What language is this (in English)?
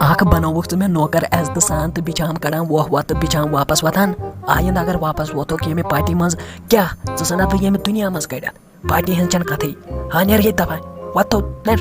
Kashmiri